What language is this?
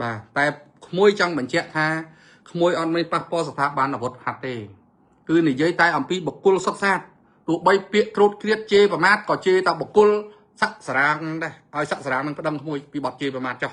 Khmer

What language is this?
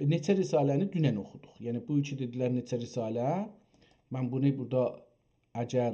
South Azerbaijani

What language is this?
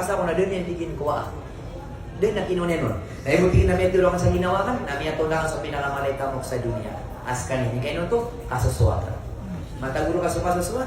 Maranao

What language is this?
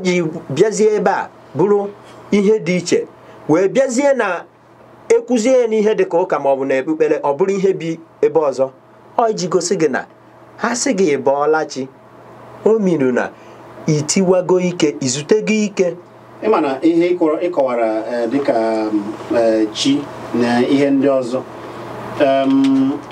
Igbo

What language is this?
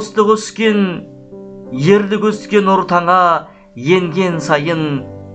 Kazakh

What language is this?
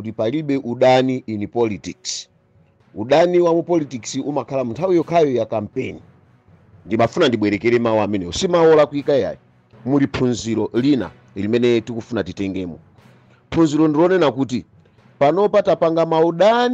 Nyanja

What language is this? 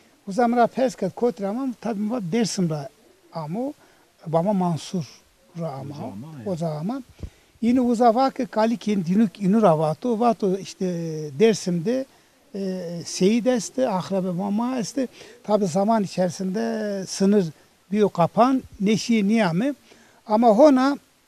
Zaza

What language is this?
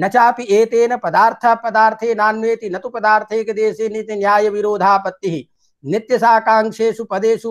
Sanskrit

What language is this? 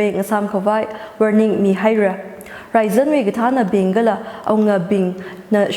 Tangkhul Naga (India)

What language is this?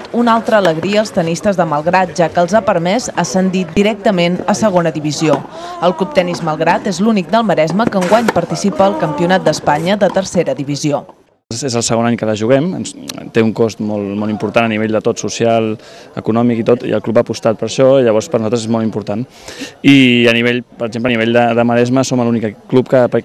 Catalan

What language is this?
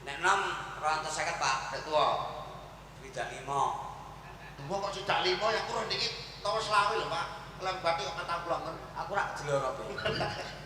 Javanese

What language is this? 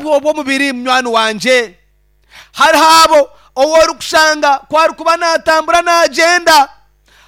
Nyankole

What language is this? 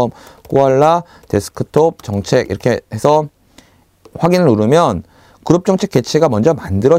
Korean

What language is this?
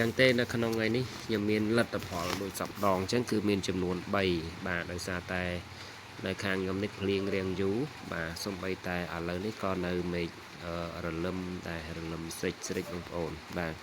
Khmer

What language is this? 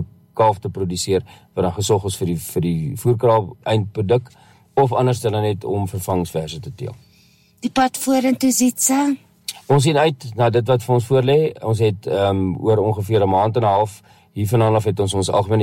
Afrikaans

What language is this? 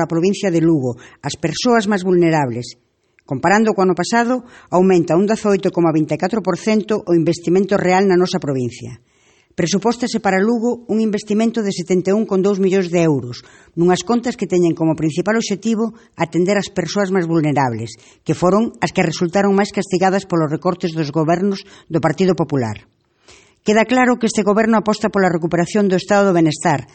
Galician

